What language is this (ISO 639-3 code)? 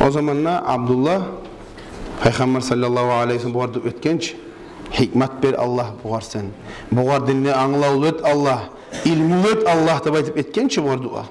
kum